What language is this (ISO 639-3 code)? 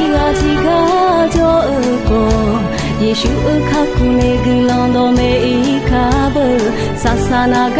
ahk